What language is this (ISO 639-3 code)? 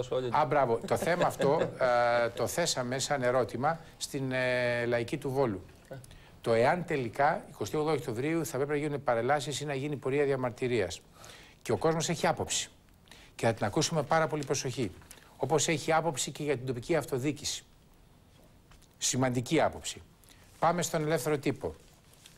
ell